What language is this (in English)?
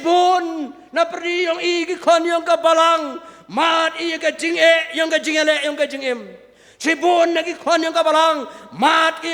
Khasi